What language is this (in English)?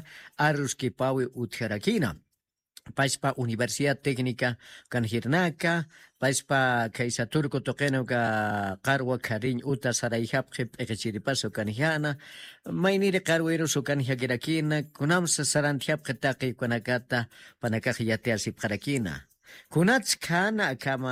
Aymara